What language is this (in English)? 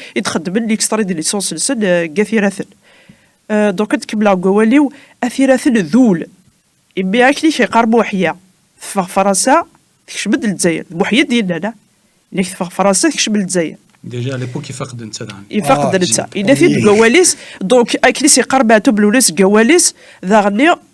Kabyle